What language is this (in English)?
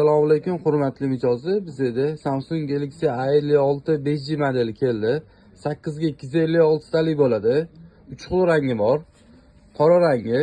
Uzbek